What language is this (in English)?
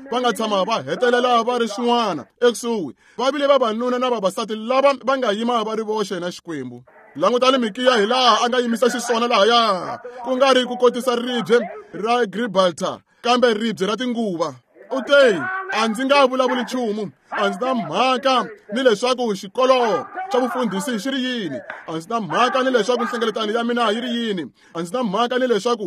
Tsonga